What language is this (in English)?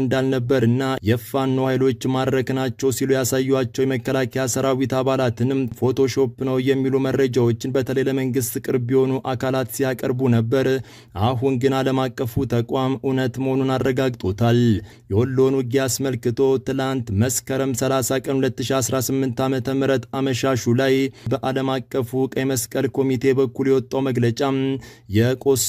Amharic